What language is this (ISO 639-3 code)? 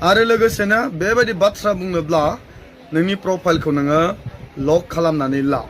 brx